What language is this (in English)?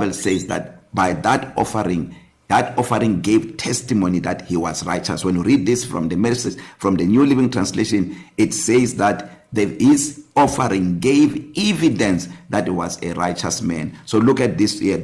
English